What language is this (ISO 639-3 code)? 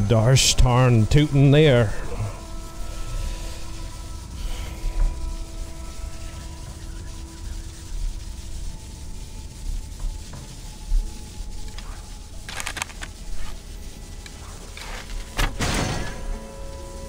eng